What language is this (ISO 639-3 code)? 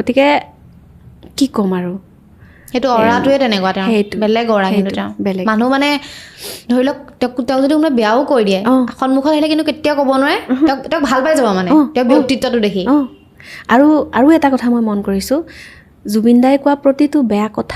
asm